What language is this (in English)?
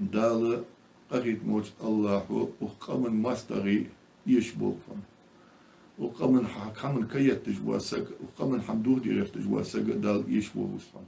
Ingush